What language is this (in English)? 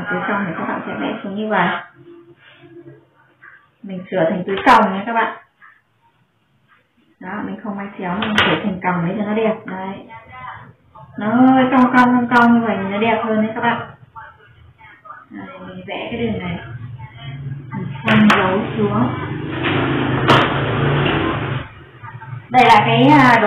Vietnamese